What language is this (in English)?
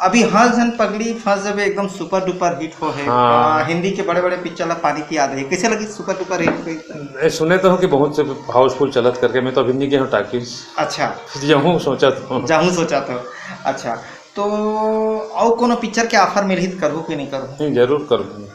Chhattisgarhi